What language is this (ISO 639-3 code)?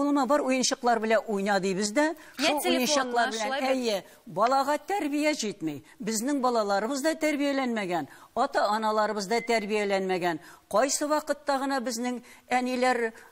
tat